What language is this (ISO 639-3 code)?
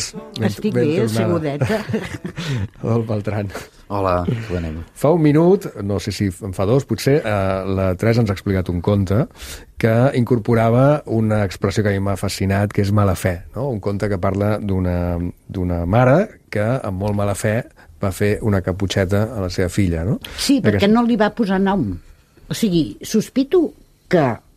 cat